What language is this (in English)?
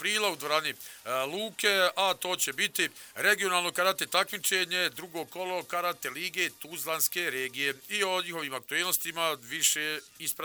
Bosnian